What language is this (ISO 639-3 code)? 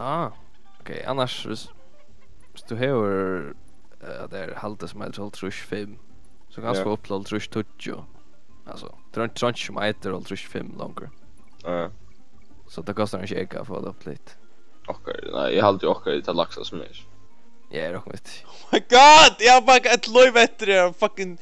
fao